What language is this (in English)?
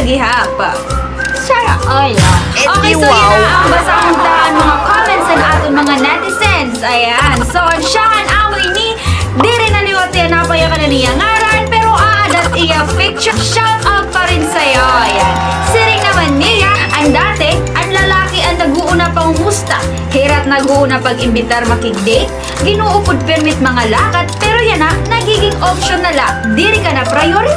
Waray